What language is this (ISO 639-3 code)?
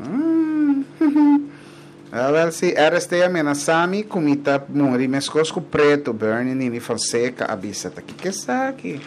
pap